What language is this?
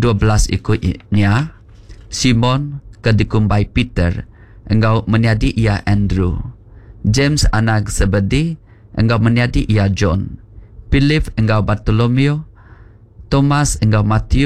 Iban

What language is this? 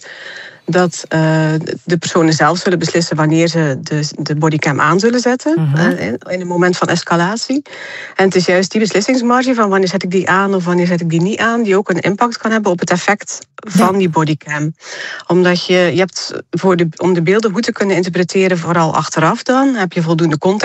Dutch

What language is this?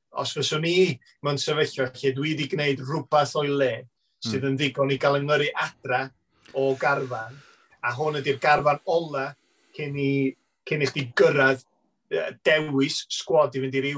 Welsh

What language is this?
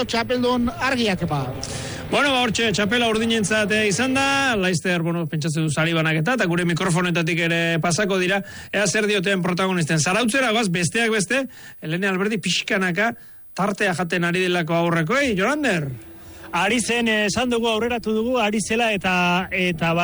Basque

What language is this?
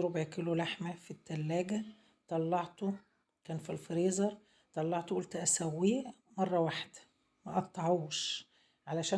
Egyptian Arabic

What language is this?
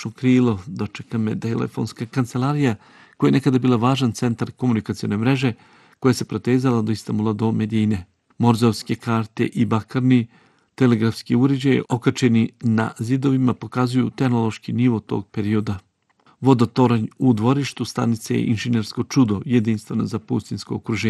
Bosnian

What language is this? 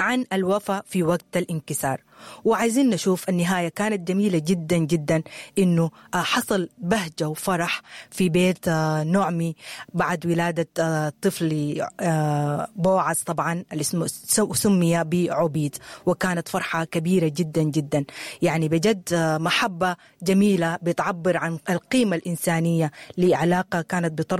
Sudanese Arabic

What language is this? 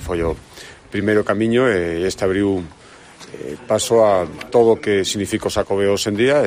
Galician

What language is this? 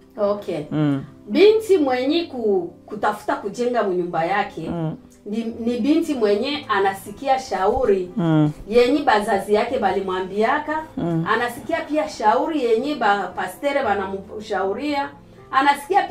Swahili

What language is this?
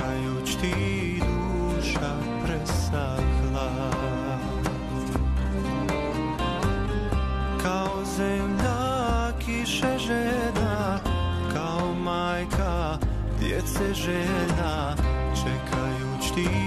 Bosnian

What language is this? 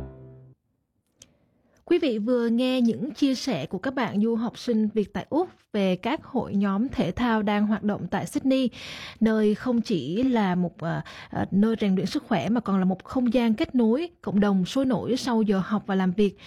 Vietnamese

